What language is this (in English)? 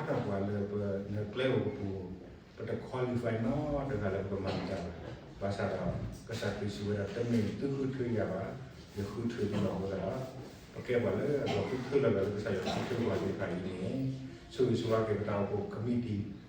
S'gaw Karen